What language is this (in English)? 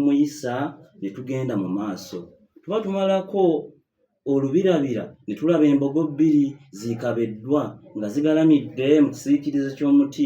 Ganda